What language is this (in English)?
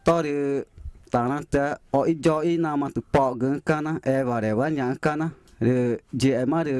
Ticuna